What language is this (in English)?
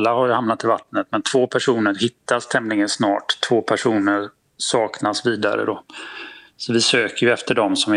Swedish